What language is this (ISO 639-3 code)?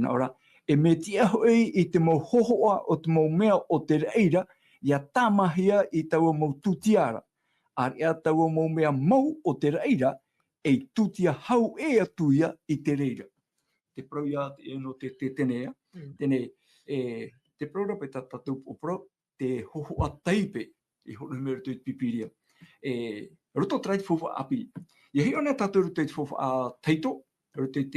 tah